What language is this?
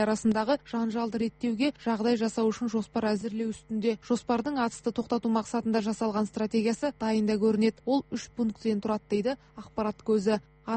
Kazakh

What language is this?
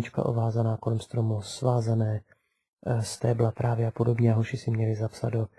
Czech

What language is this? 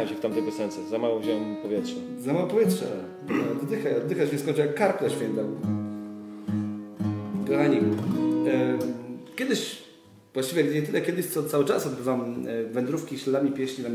Polish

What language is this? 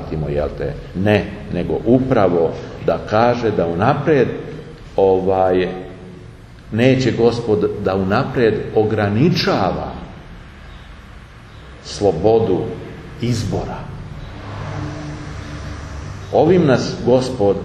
Serbian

